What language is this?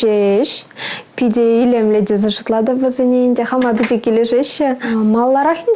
Chuvash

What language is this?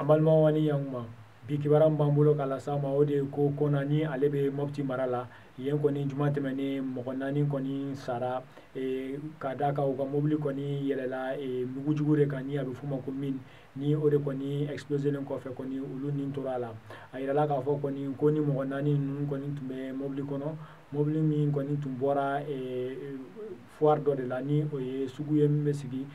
Bambara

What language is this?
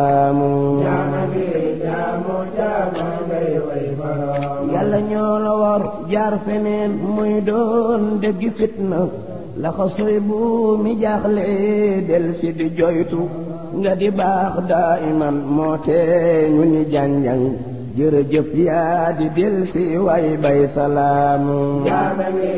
Wolof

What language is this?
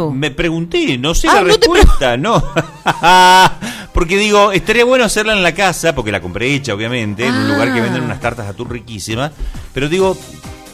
Spanish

